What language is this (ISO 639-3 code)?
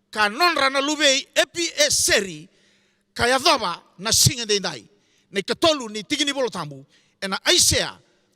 fij